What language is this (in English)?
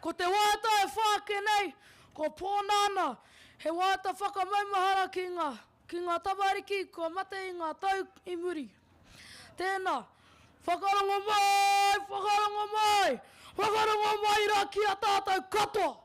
Māori